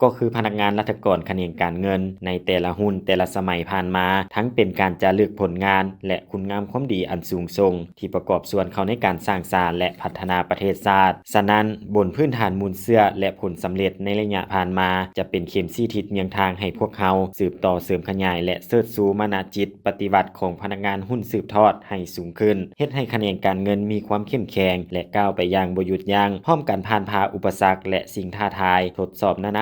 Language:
Lao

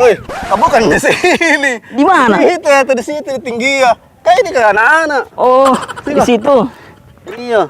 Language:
Makassar Malay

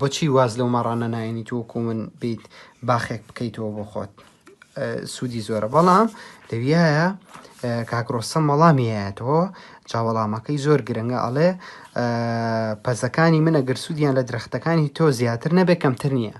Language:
Central Kurdish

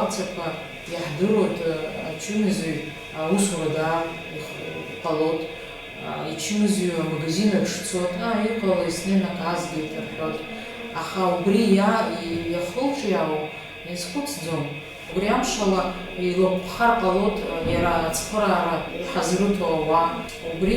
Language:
Abkhazian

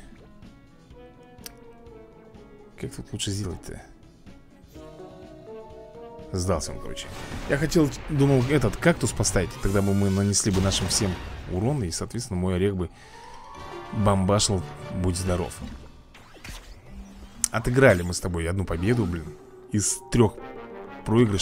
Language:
Russian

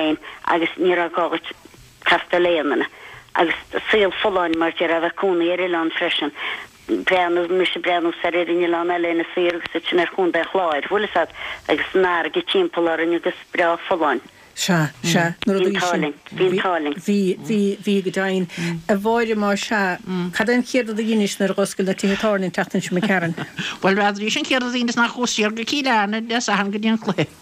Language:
Irish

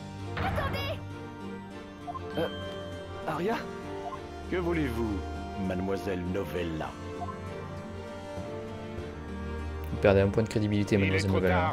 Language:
French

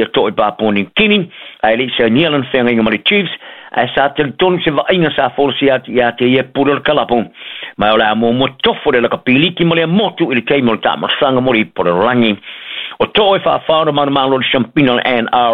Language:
Samoan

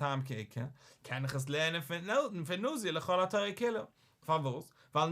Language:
Yiddish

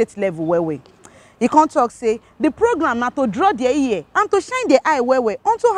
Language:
Nigerian Pidgin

